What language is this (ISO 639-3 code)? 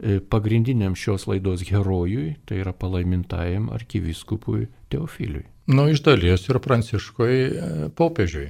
lit